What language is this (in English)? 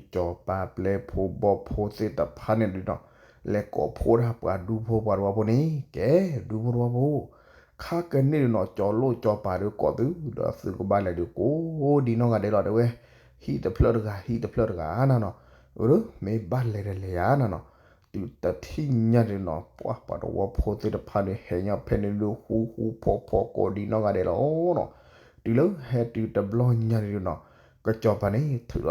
S'gaw Karen